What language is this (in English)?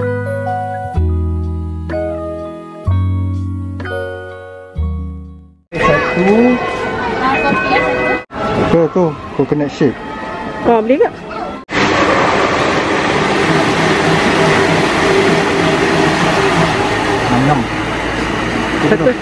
Malay